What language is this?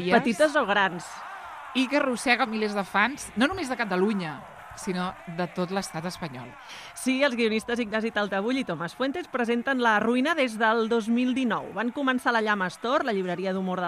Catalan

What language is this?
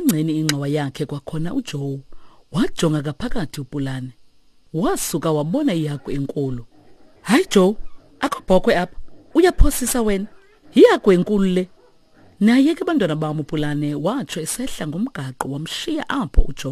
Xhosa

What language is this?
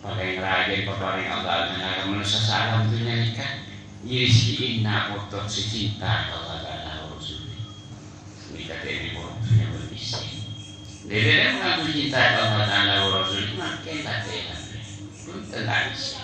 Madurese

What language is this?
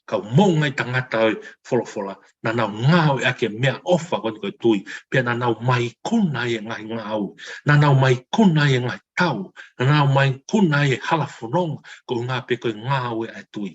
Tongan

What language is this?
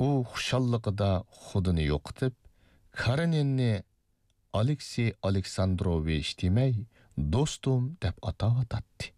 Uyghur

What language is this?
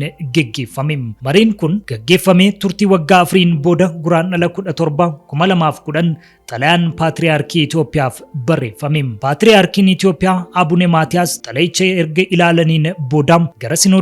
Oromo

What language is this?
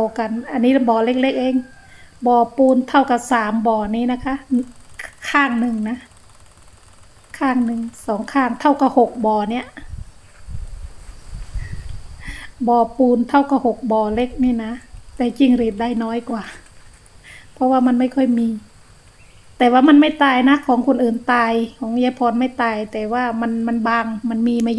Thai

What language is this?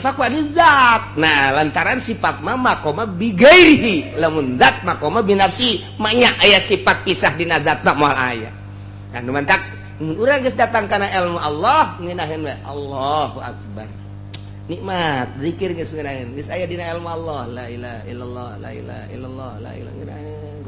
Sundanese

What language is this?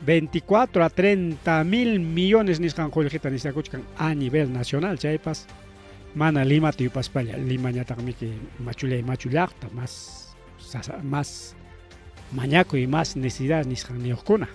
Ayacucho Quechua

